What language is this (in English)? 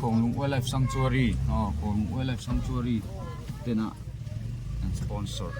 Mizo